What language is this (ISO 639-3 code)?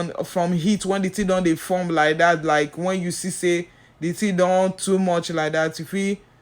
pcm